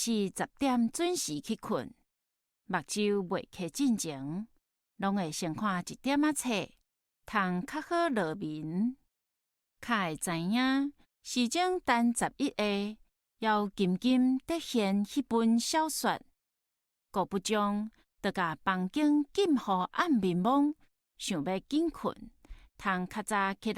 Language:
Min Nan Chinese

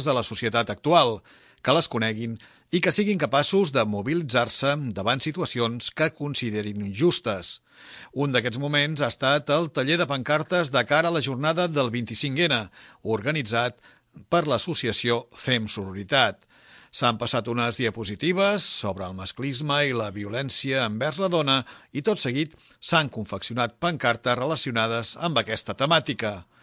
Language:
Catalan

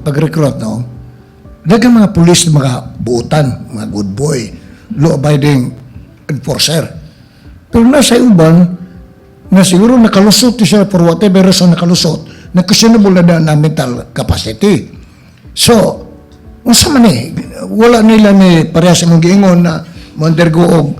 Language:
Cebuano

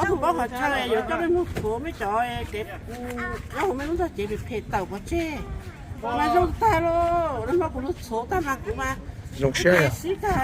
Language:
Hmong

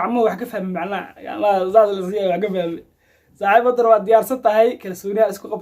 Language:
Somali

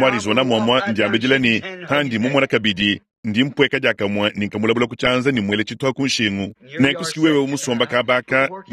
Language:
Luba-Lulua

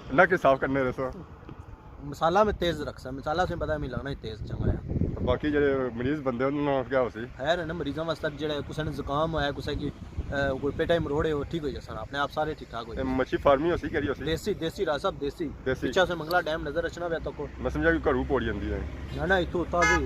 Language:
Pahari-Potwari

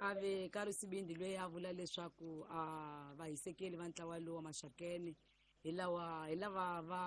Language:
Tsonga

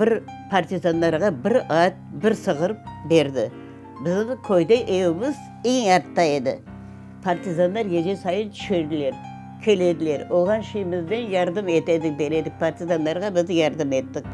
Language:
Crimean Tatar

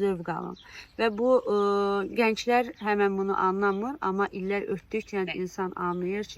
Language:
Azerbaijani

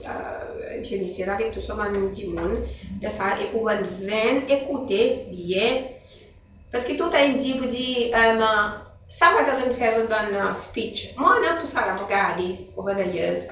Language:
Seselwa Creole French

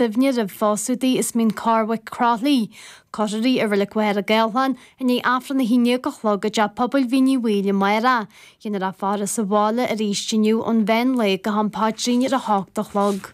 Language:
Irish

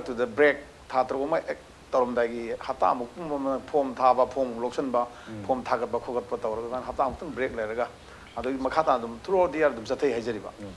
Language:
Manipuri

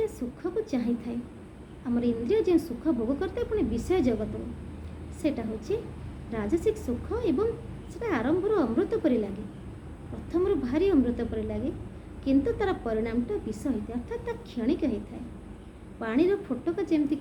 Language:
Odia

